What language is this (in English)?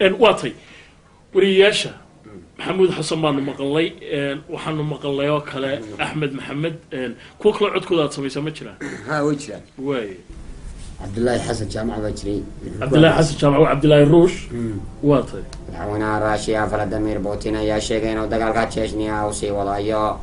Somali